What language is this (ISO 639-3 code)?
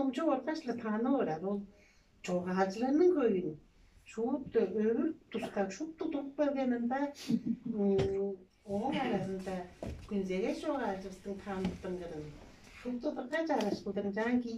tyv